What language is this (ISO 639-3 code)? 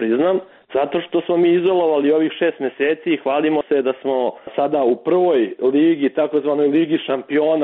srp